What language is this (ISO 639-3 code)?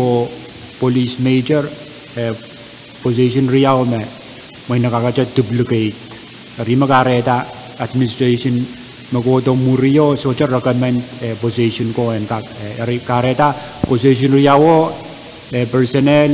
pon